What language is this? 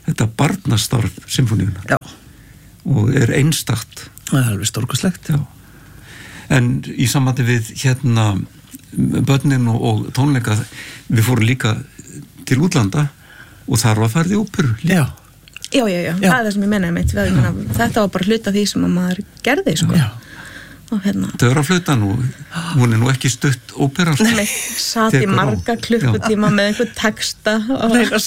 Icelandic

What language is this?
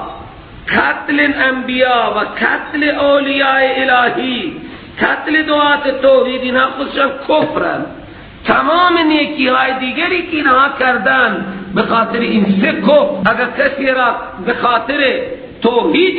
Persian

